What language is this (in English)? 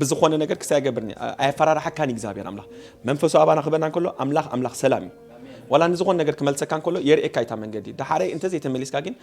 Tigrinya